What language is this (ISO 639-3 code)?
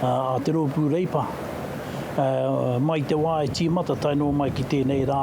mri